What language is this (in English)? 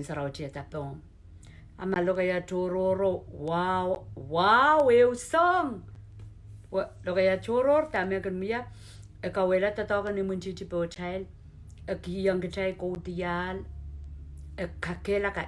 Pohnpeian